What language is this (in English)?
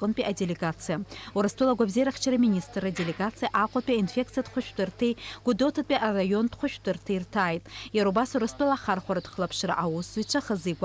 Abkhazian